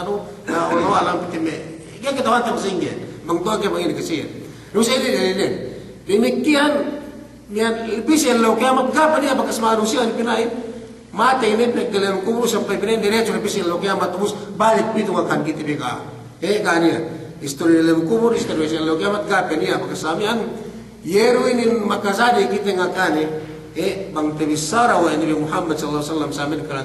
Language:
Yakan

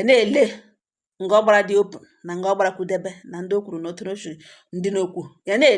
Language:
Igbo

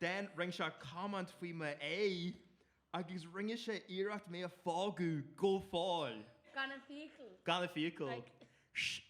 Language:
Irish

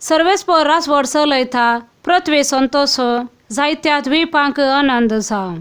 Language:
Konkani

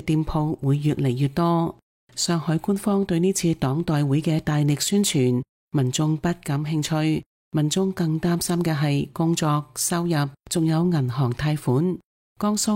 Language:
Cantonese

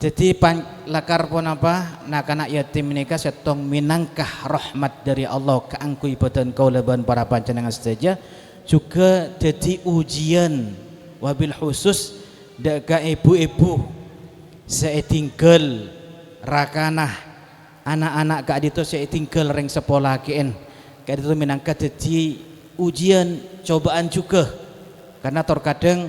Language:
Madurese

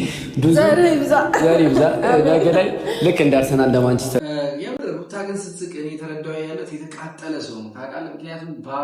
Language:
Amharic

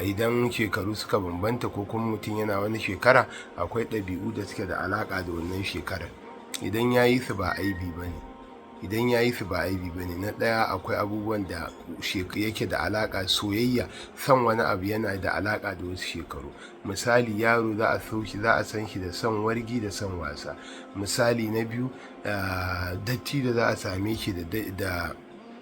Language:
Hausa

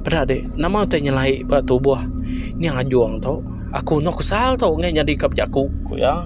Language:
Iban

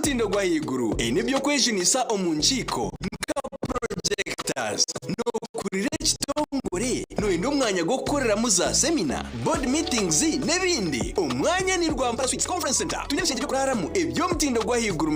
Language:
Nyankole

